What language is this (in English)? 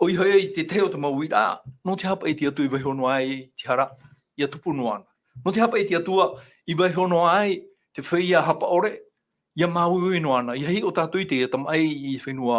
Tahitian